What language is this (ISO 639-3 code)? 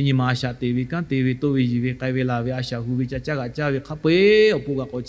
lhu